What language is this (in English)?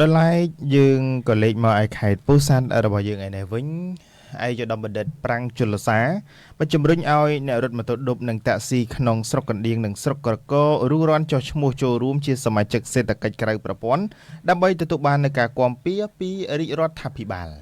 Khmer